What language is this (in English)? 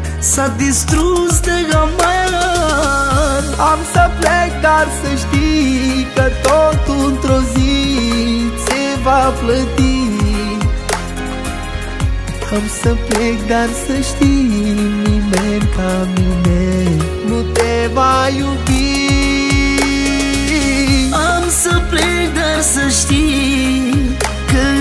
Romanian